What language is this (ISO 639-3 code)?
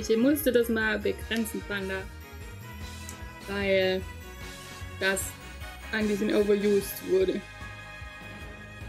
deu